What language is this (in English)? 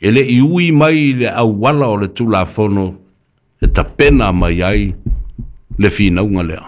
Samoan